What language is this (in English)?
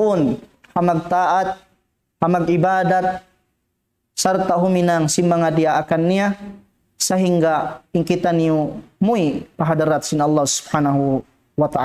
Tausug